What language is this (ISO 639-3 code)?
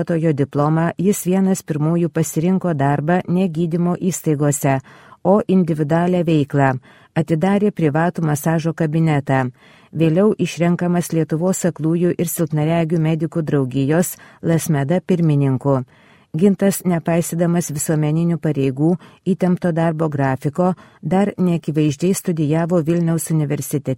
lit